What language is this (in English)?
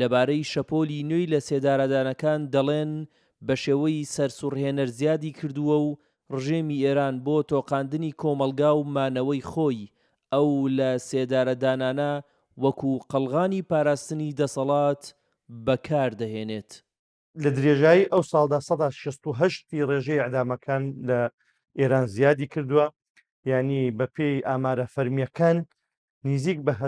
Central Kurdish